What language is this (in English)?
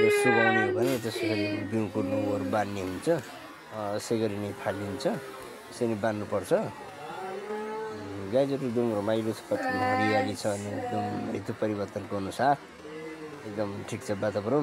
Nepali